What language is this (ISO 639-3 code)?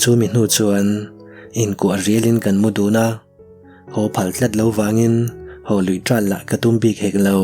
lus